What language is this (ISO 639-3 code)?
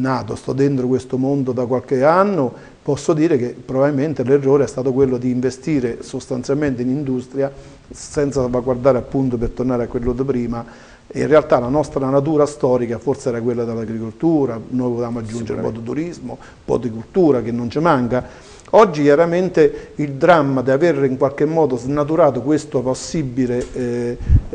ita